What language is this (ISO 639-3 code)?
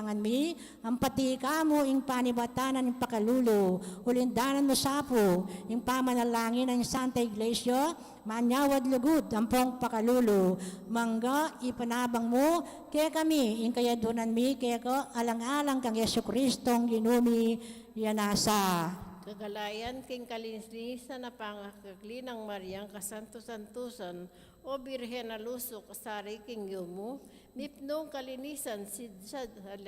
pam